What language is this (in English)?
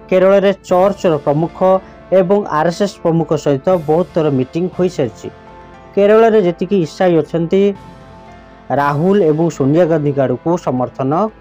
Odia